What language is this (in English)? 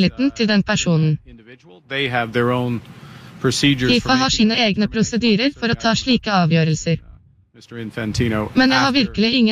Norwegian